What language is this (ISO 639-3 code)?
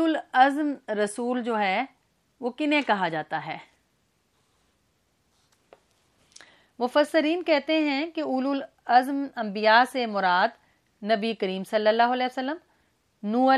urd